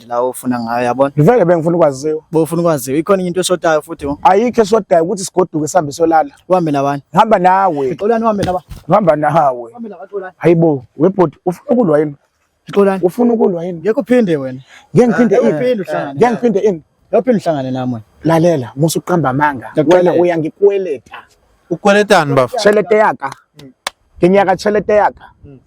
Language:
Zulu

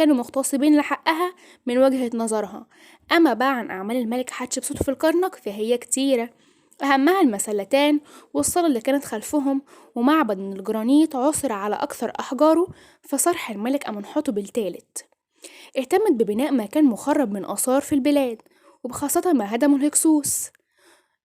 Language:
Egyptian Arabic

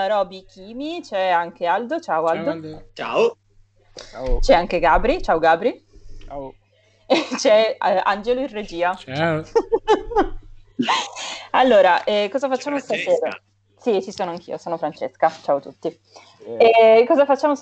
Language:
Italian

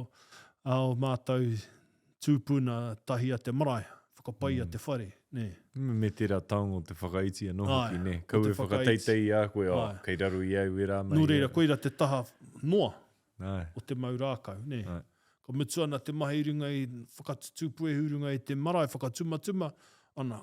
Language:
Māori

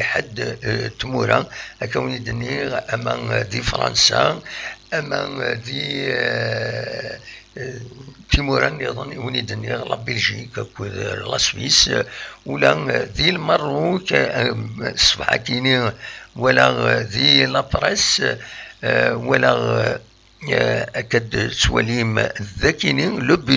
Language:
Kabyle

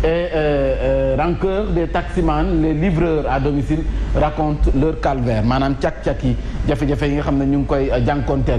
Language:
Wolof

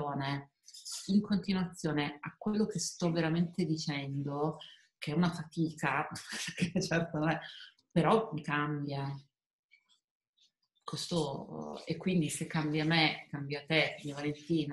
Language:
Italian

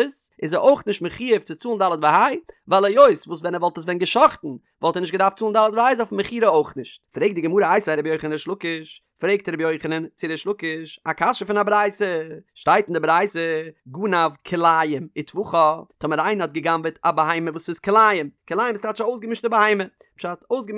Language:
Yiddish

